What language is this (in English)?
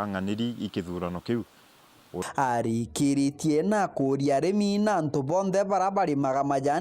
Meru